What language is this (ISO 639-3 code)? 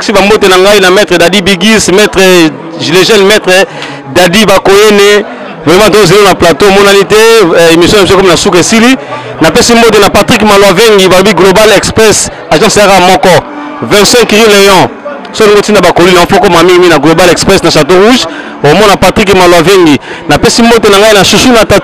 lin